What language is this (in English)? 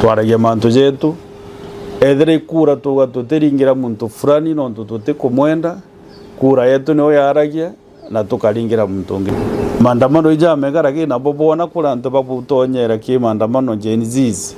Meru